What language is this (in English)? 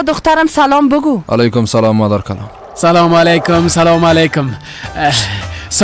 Persian